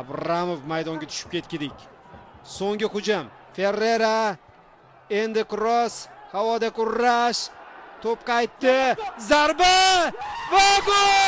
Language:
Uzbek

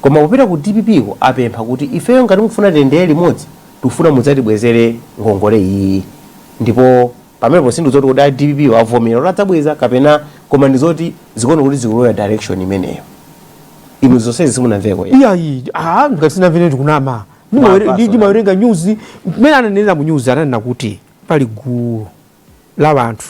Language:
Nyanja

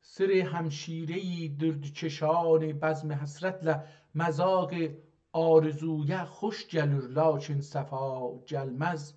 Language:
South Azerbaijani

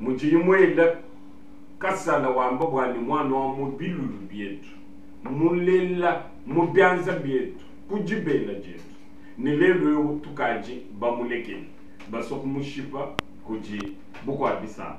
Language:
Luba-Lulua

